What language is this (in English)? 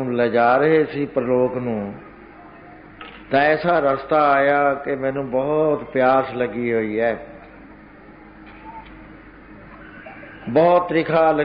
Punjabi